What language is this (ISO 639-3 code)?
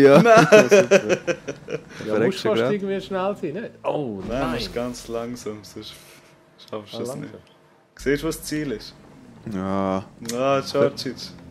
gsw